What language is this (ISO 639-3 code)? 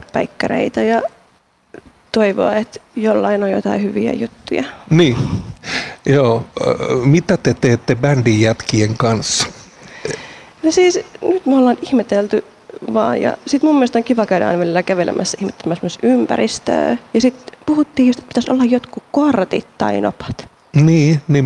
fin